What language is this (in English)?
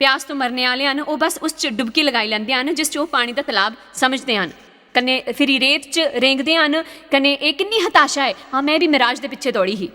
Dogri